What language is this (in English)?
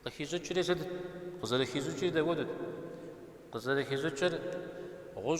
Kabardian